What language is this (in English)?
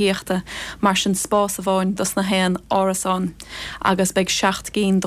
Irish